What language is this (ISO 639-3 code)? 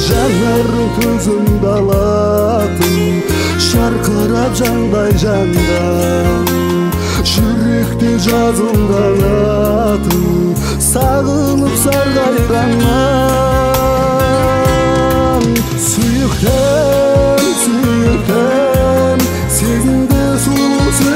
kaz